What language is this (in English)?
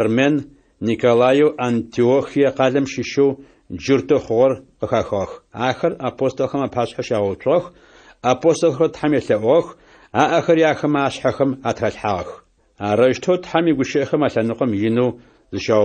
Adyghe